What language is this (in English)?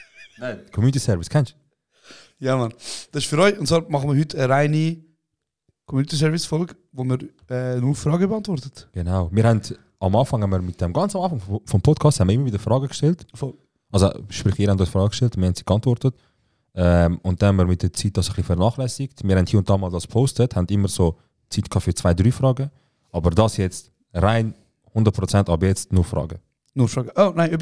Swiss German